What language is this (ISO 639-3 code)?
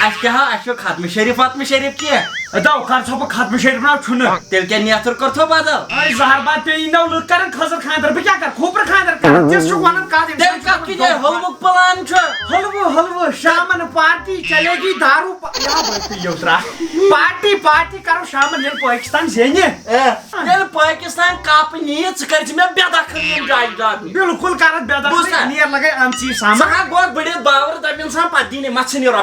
kas